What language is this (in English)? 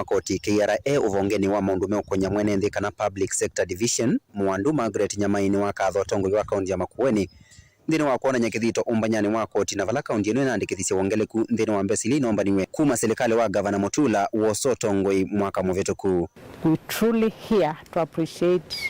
Kamba